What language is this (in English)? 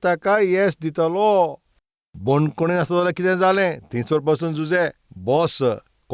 Konkani